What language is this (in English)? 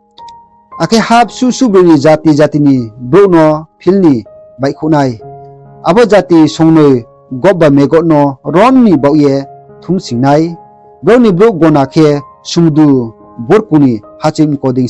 Riang (India)